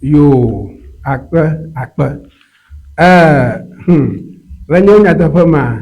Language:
Ewe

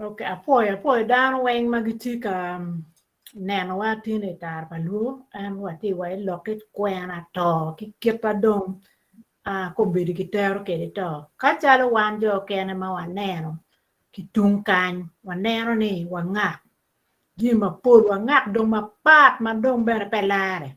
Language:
Acoli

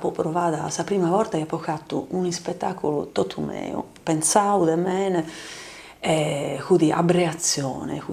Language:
Sardinian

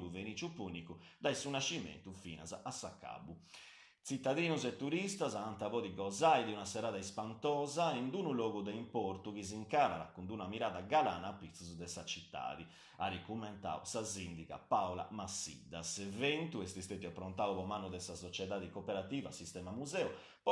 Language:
Sardinian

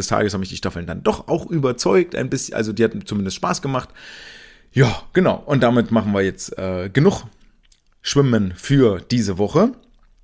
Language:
German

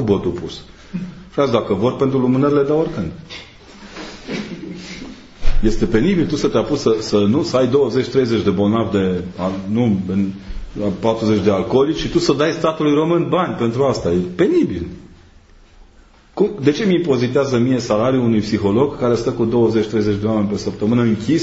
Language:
Romanian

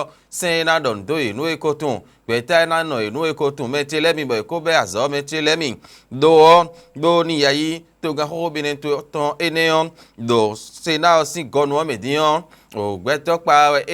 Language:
Fon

